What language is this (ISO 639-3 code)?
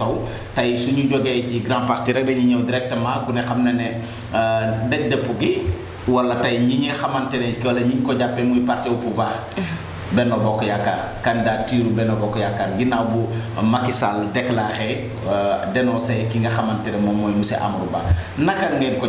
wol